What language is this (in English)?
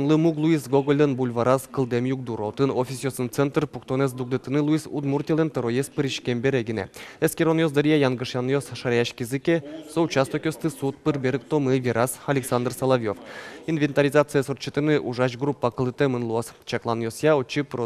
Udmurt